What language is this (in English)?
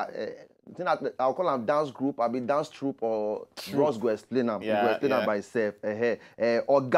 Nigerian Pidgin